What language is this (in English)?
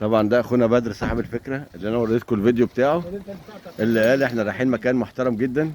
Egyptian Arabic